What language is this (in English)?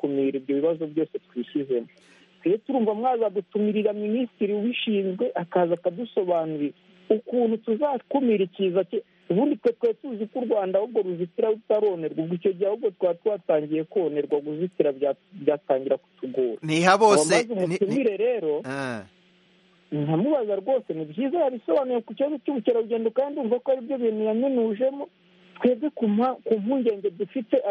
Kinyarwanda